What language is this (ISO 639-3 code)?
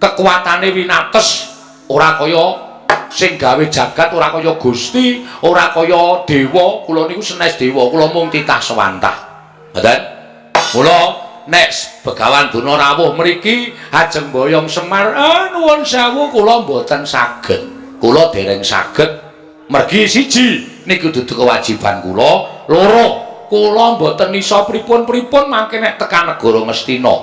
jav